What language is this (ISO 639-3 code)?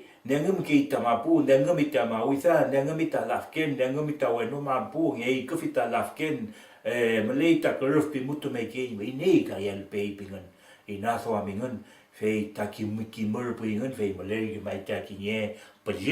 arn